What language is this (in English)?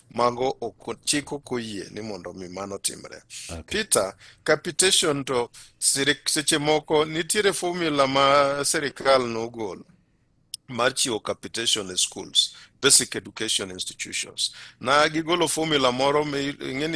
Luo (Kenya and Tanzania)